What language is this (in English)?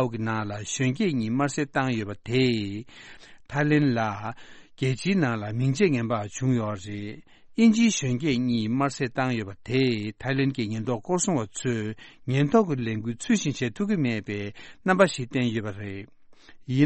Tibetan